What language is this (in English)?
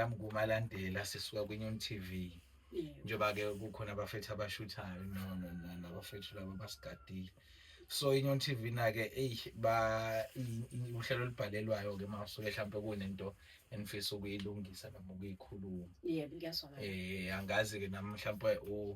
Zulu